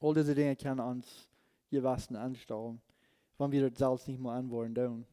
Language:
Plautdietsch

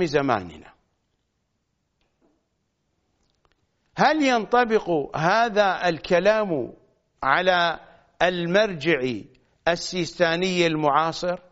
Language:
Arabic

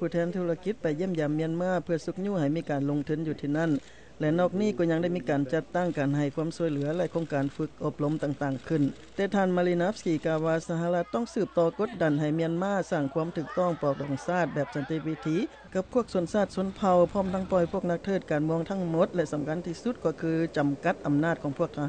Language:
Lao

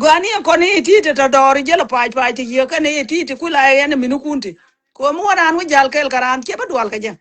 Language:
Nuer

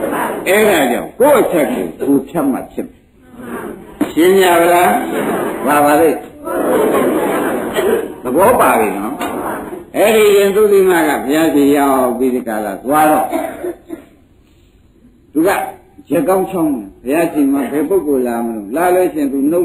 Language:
Burmese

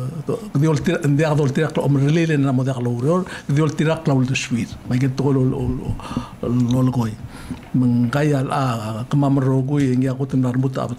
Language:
Palauan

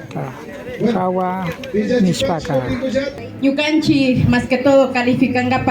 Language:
Imbabura Highland Quichua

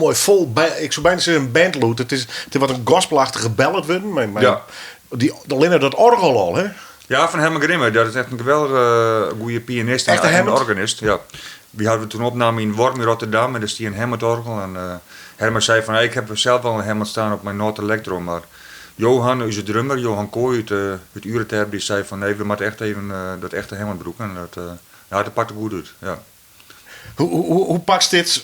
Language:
Western Frisian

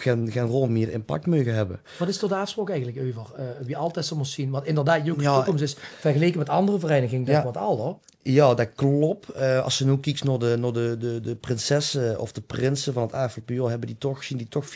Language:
Limburgish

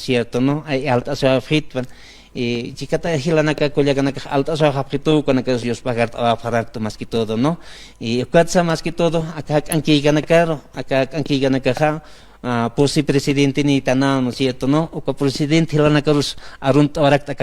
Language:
Aymara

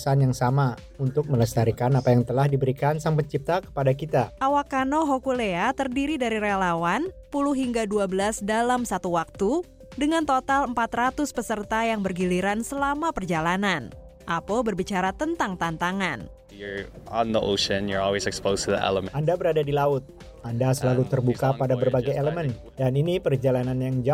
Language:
Indonesian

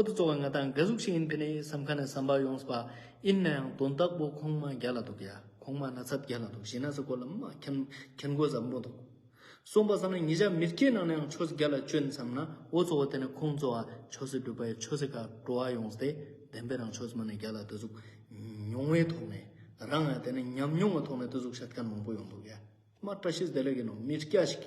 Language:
Ladakhi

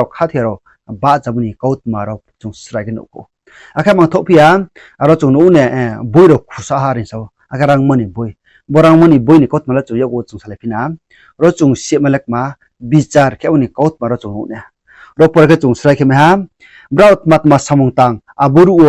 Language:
Riang (India)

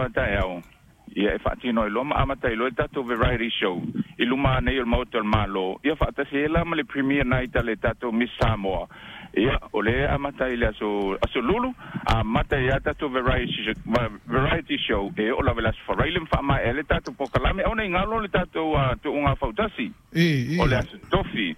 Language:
Samoan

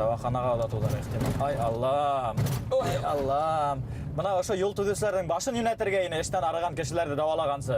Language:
Bashkir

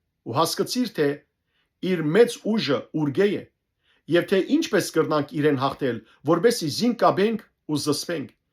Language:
Western Armenian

